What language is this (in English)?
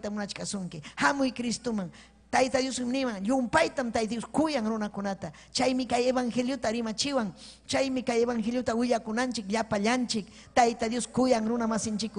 Ayacucho Quechua